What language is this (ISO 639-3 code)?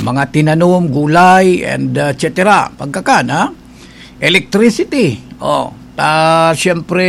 bik